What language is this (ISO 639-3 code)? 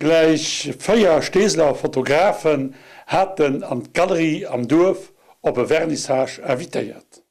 ltz